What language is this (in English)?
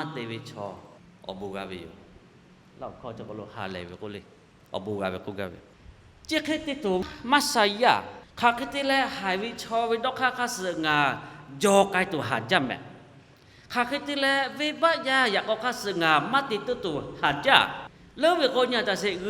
Lahu